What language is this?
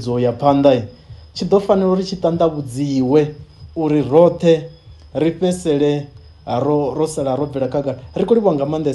Venda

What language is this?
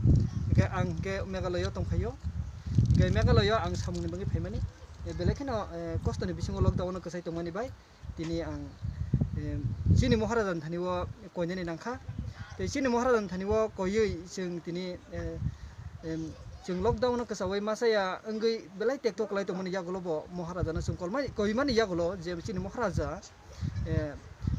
Kok Borok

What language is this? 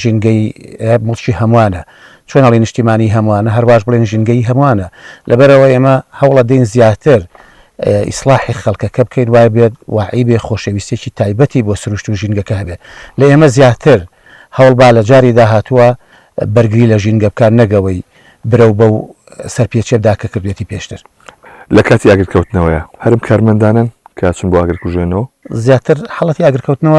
Central Kurdish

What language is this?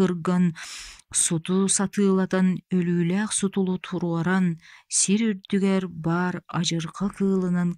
Yakut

